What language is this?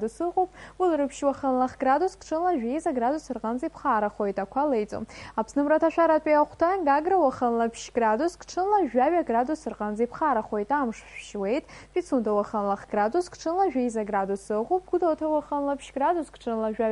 Abkhazian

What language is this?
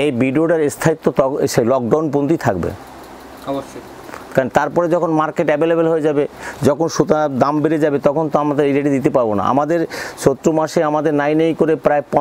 Bangla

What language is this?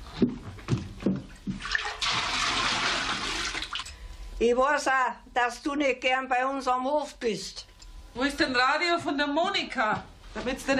German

